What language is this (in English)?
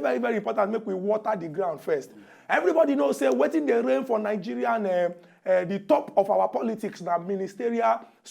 Nigerian Pidgin